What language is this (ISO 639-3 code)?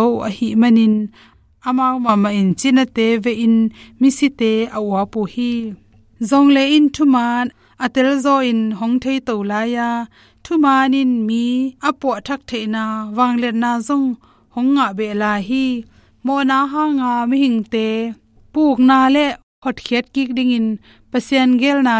ctd